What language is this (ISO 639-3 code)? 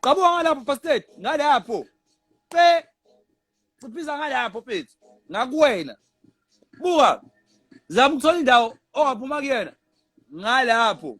zul